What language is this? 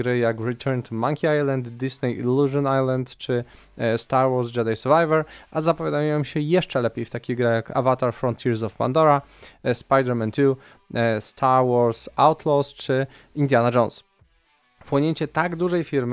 Polish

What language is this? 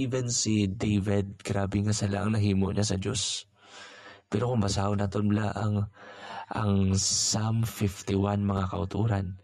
Hiligaynon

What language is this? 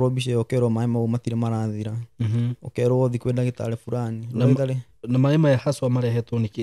Kikuyu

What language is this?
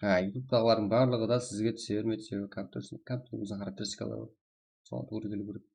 Kara-Kalpak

